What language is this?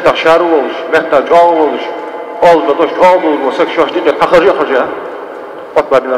Ingush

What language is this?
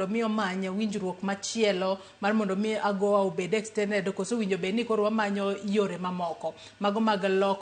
Luo (Kenya and Tanzania)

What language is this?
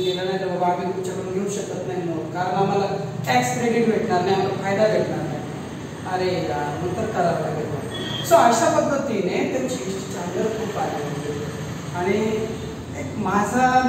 Marathi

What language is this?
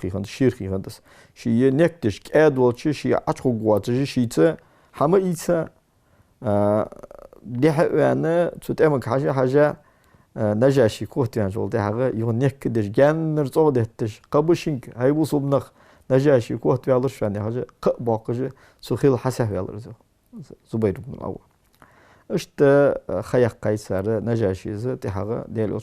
Ingush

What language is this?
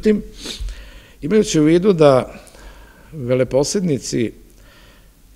Serbian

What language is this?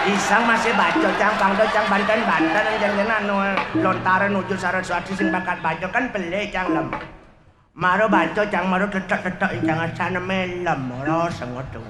Balinese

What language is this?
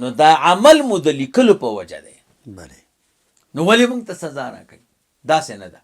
Pashto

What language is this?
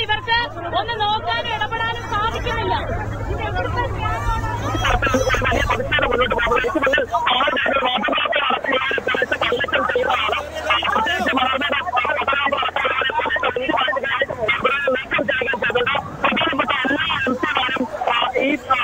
Malayalam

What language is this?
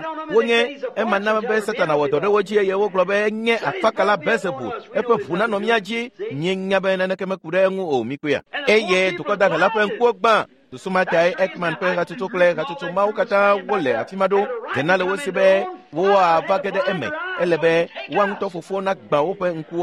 Ewe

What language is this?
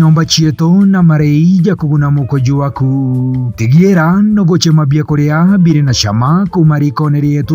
Meru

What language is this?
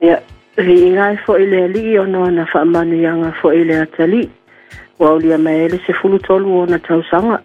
Samoan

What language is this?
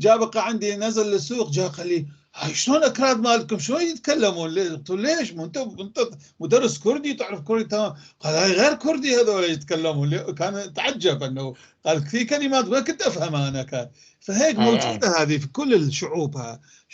North Levantine Arabic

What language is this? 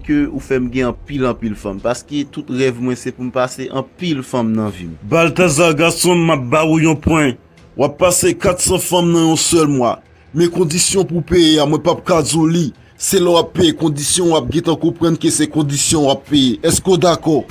Haitian Creole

